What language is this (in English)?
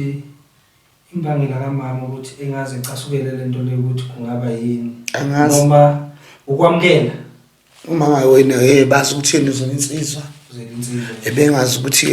Zulu